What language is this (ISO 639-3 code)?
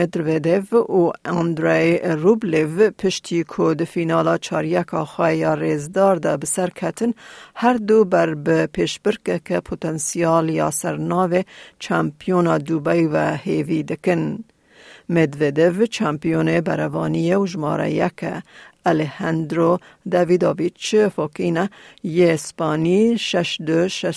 kur